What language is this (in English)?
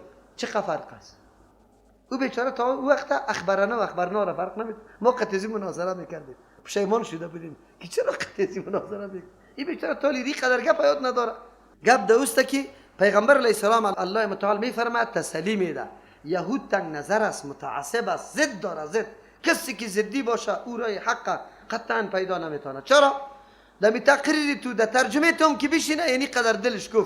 Persian